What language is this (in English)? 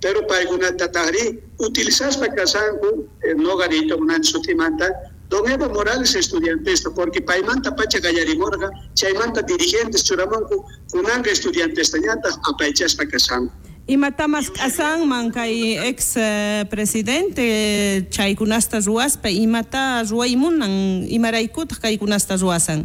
South Bolivian Quechua